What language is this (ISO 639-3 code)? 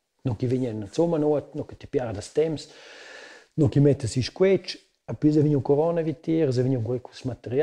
roh